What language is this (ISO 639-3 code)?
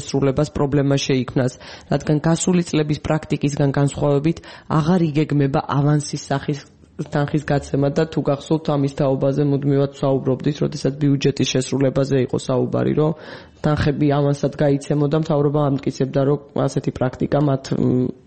kat